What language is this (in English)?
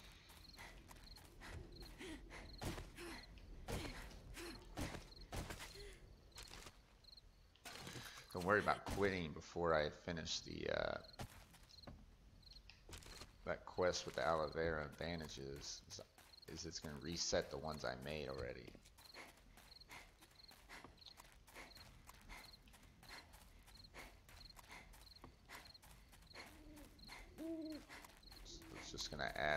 English